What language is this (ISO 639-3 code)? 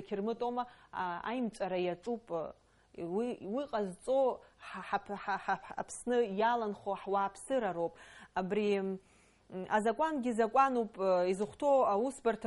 abk